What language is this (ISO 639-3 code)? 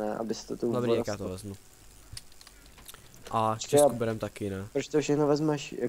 ces